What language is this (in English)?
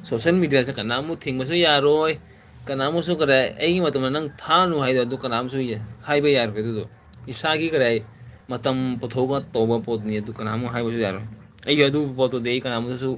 Manipuri